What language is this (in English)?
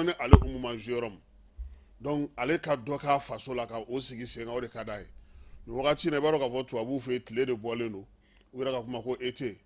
Bambara